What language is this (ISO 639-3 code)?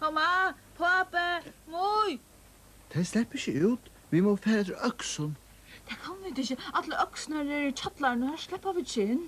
fao